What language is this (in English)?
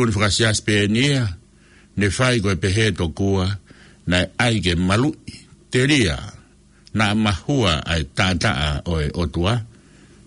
Tongan